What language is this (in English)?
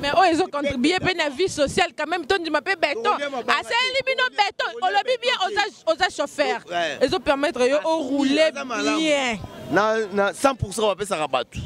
Lingala